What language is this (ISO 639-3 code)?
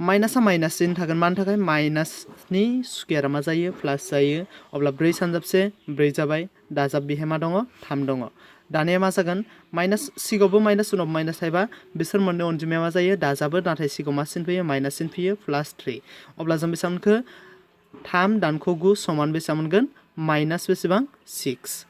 brx